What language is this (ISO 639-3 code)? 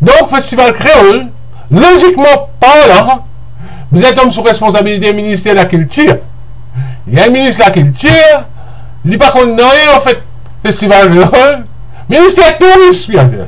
mfe